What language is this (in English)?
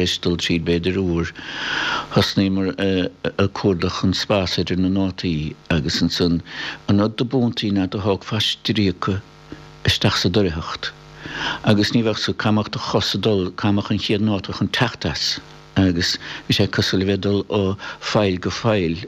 Irish